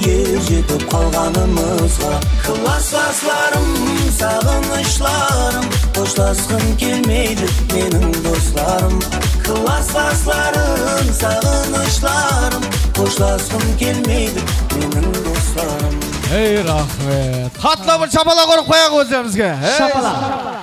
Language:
Kara-Kalpak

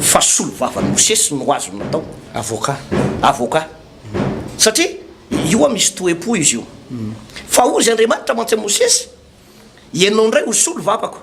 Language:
Malagasy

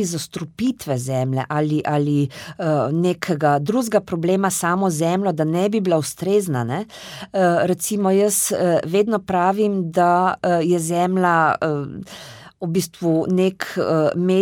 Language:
Slovenian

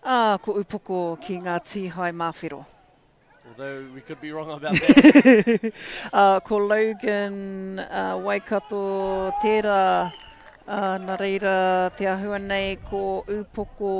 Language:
Māori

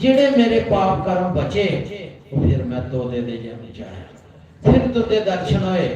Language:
Dogri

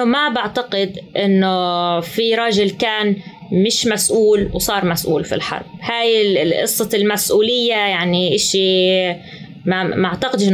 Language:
North Levantine Arabic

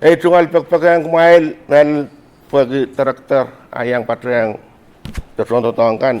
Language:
Pohnpeian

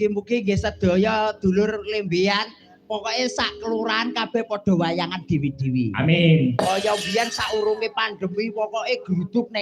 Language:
Javanese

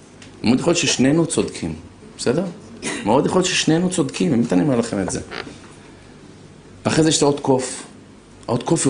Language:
Hebrew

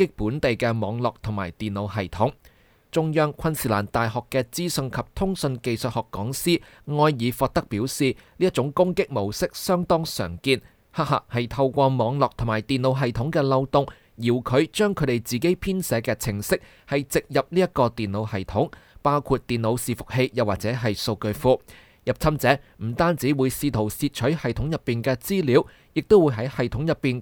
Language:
Cantonese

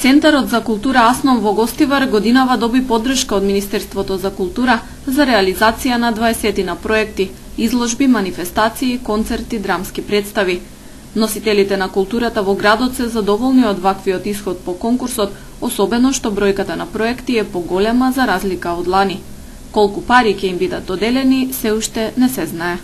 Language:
Macedonian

